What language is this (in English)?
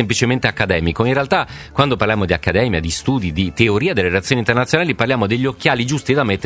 Italian